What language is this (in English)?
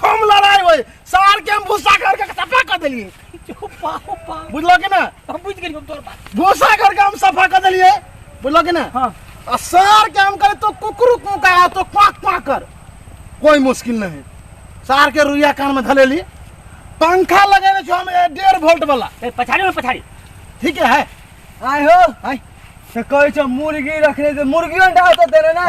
Maithili